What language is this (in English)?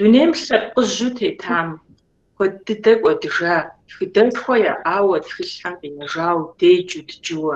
Kabardian